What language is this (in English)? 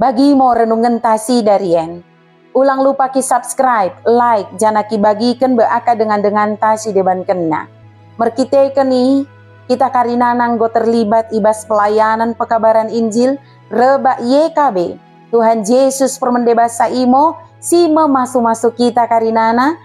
Batak Dairi